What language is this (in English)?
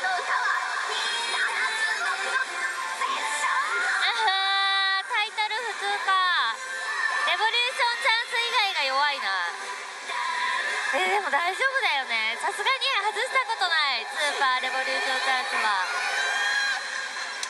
Japanese